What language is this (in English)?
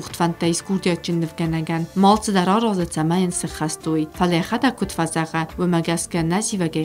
Ossetic